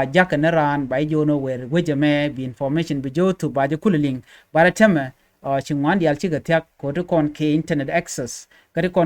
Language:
Nuer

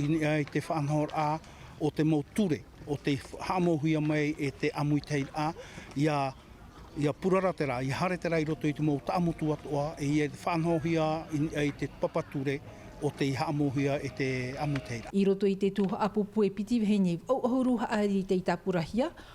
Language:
Tahitian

